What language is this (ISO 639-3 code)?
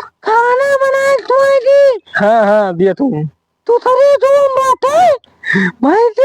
awa